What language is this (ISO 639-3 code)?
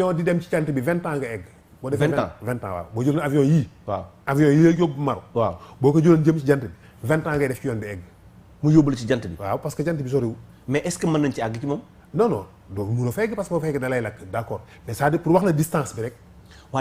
wol